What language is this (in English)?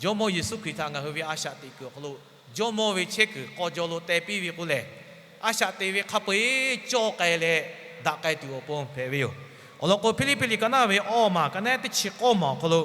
Lahu